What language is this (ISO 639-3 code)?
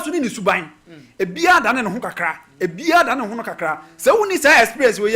aka